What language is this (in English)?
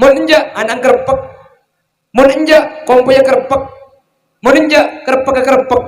Madurese